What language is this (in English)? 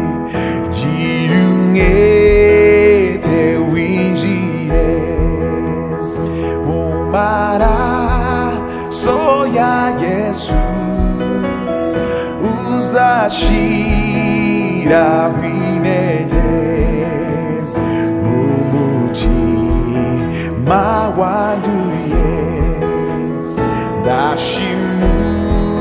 Kinyarwanda